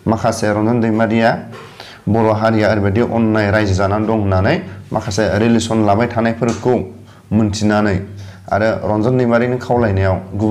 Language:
Bodo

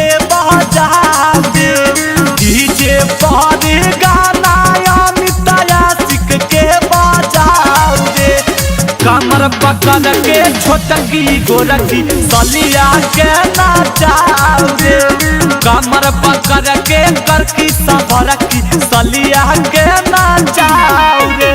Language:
Magahi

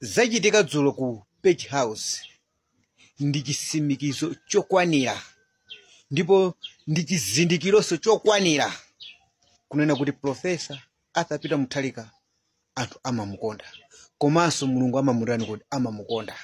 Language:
Nyanja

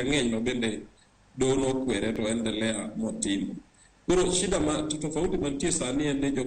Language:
Luo (Kenya and Tanzania)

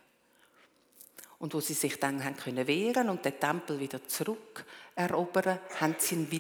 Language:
German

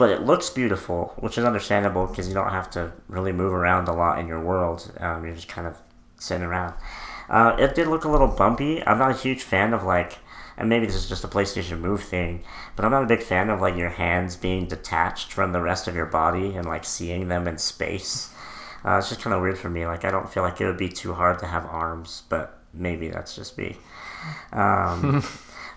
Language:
English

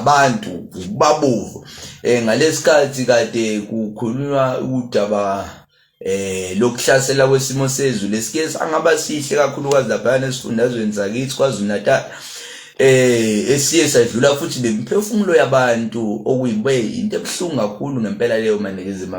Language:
Zulu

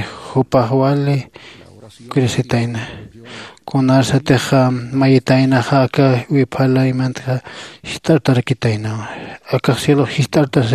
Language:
Aymara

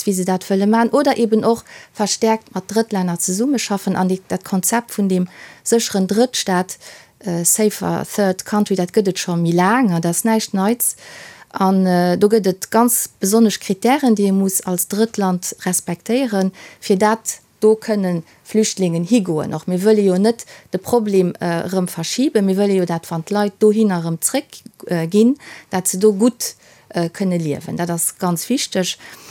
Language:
Luxembourgish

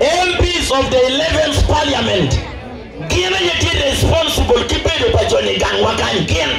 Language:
Acoli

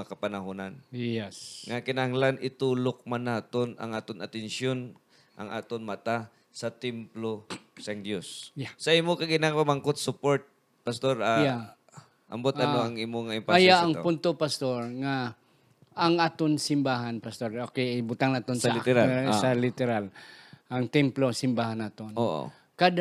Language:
Hiligaynon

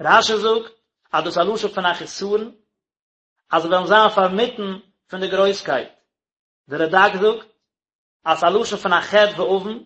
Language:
Yiddish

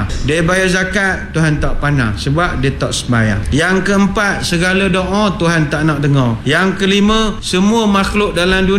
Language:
Malay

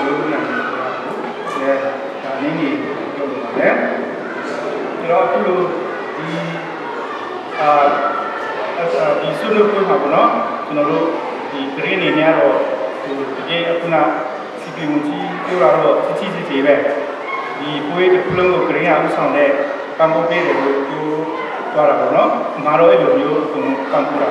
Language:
Burmese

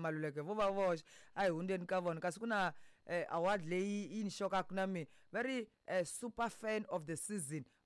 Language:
Tsonga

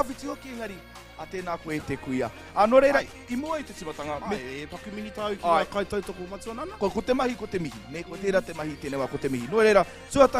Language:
Māori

